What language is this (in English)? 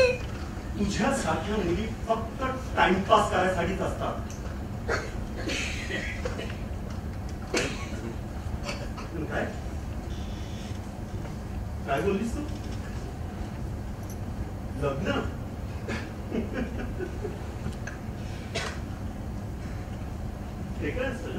Marathi